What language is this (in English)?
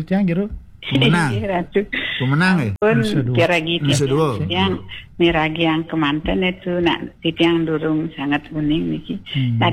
Balinese